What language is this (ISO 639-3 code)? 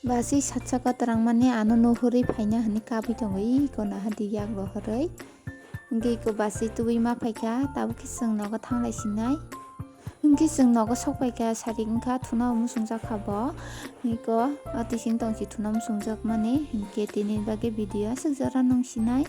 trp